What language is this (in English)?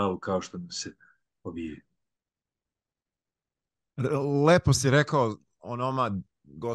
Serbian